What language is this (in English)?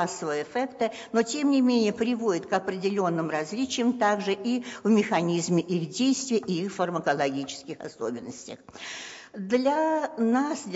Russian